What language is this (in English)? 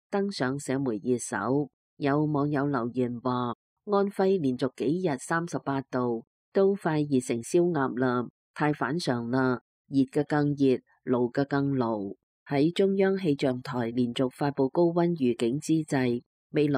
Cantonese